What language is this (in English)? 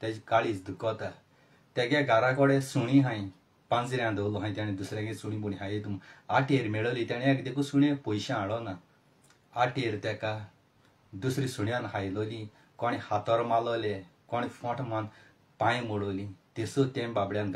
Konkani